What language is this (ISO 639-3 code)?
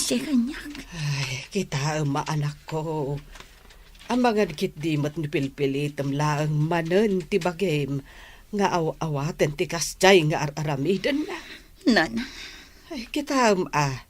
ilo